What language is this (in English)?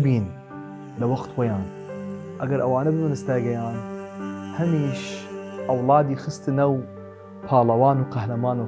Southern Kurdish